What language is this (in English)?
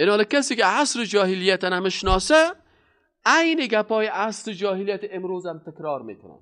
Persian